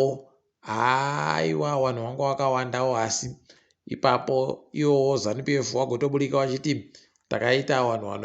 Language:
Ndau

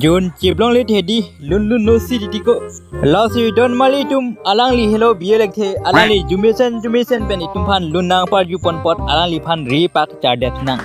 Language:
Karbi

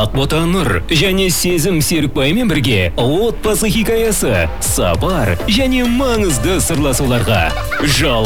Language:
Kazakh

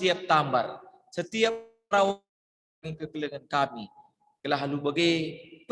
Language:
Batak Karo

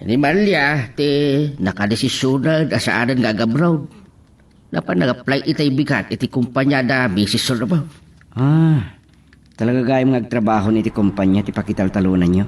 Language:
Iloko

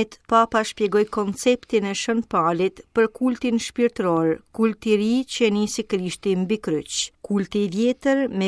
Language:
Albanian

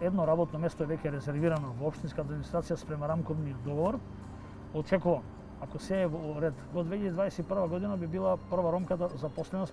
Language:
Macedonian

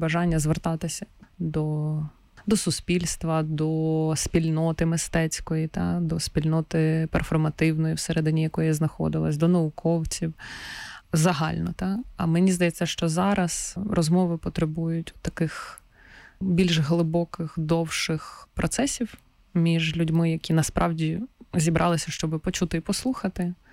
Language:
Ukrainian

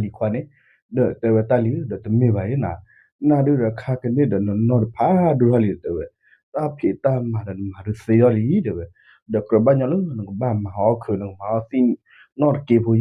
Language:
S'gaw Karen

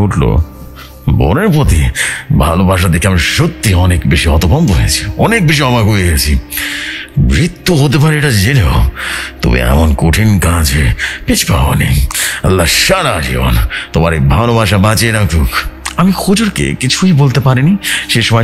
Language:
Bangla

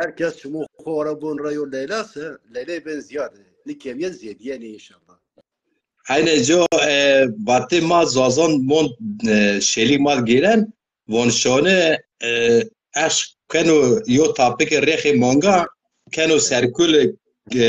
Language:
Zaza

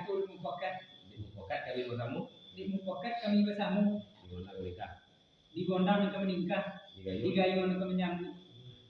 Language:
Minangkabau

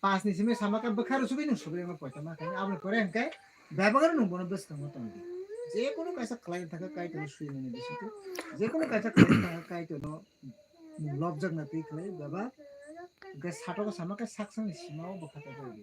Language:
Kok Borok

